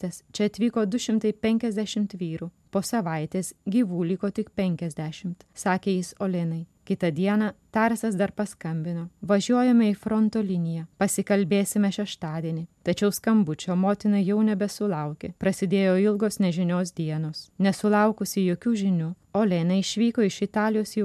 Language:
Lithuanian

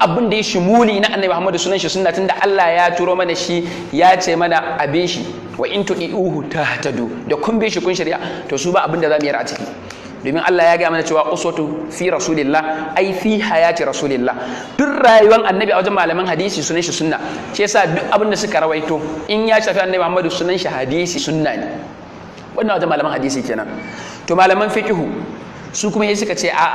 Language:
Hausa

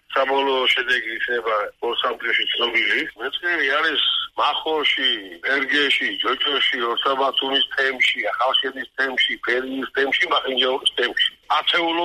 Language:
Georgian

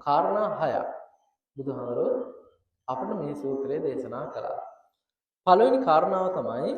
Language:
Sinhala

